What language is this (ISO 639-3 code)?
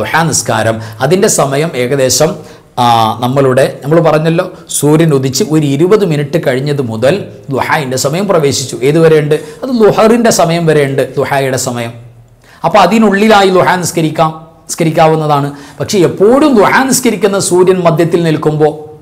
mal